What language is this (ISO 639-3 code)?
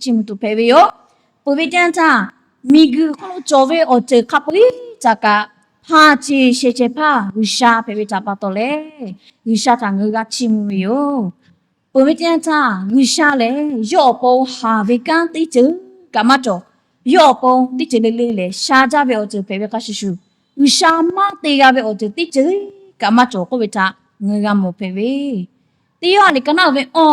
lhu